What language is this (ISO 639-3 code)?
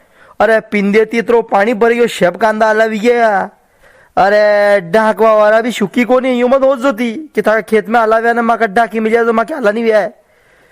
raj